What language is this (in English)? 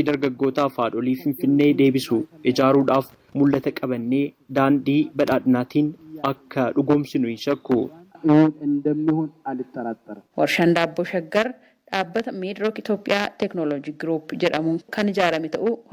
Oromo